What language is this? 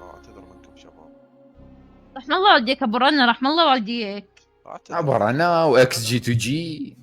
Mesopotamian Arabic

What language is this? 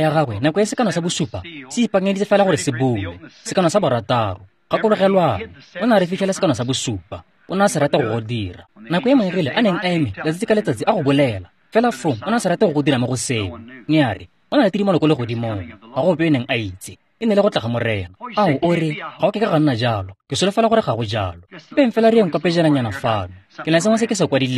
Tswana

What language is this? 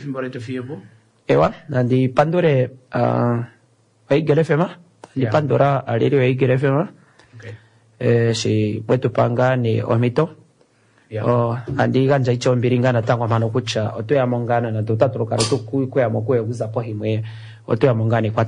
Kuanyama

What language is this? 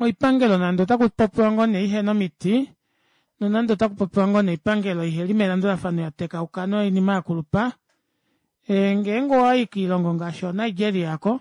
Kuanyama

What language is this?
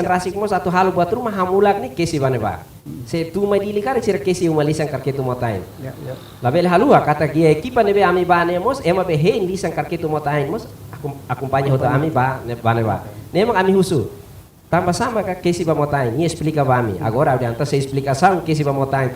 Tetum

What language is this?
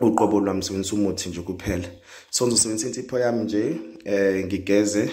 Zulu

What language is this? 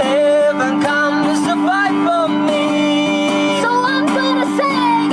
Naga Pidgin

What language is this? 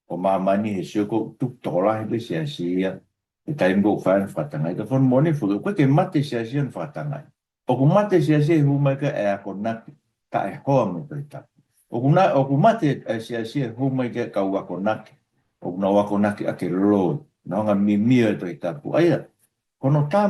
Tongan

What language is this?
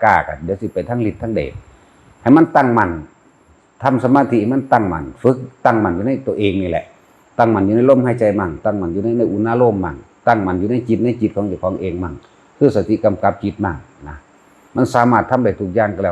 Northeastern Thai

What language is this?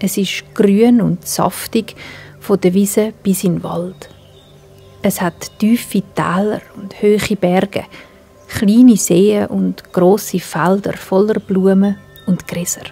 Swiss German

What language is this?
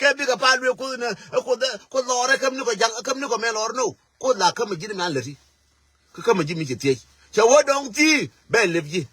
Nuer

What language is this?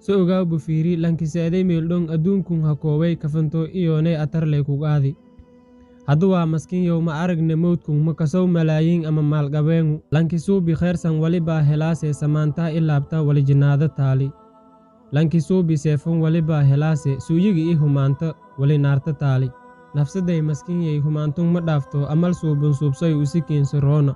Somali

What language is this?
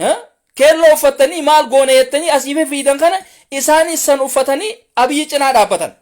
Oromo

